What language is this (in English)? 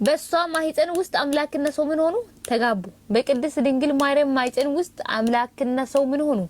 Amharic